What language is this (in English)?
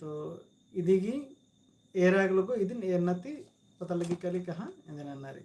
Kurukh